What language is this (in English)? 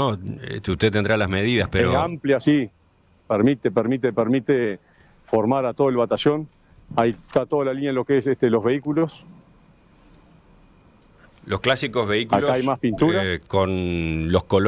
Spanish